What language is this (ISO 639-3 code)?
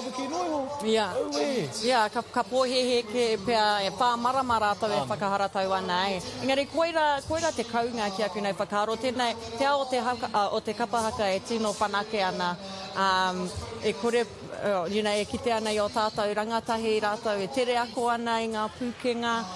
mri